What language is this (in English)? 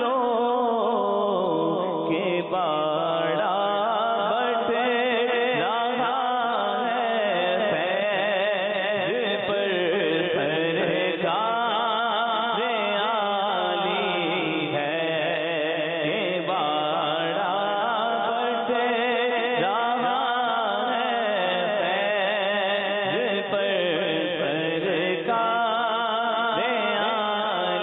Urdu